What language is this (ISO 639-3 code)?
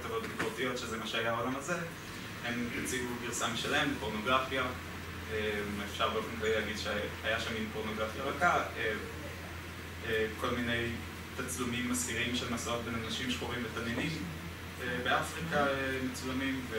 heb